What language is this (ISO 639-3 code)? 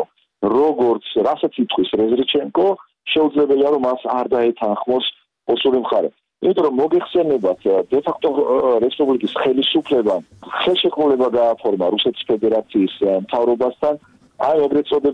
kat